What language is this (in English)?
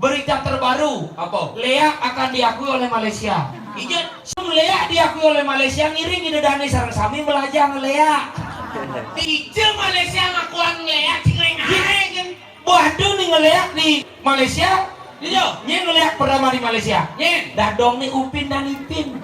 Balinese